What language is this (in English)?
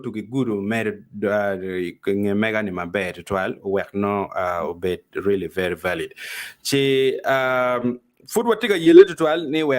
Acoli